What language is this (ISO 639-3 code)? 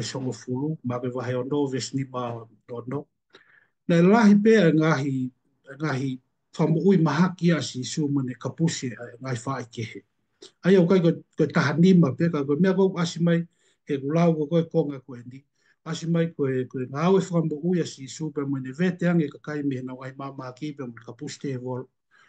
ton